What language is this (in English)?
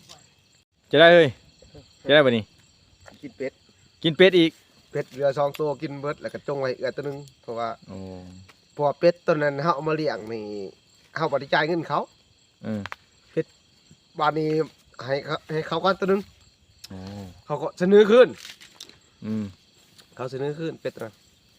Lao